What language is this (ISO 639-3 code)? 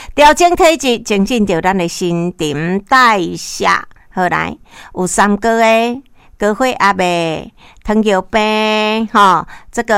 nan